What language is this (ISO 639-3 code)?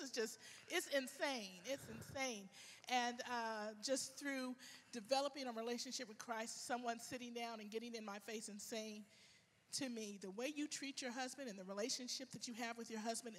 eng